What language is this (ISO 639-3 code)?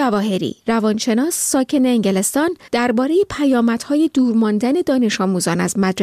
fas